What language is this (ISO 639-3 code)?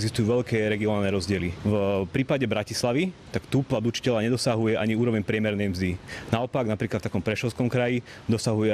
slk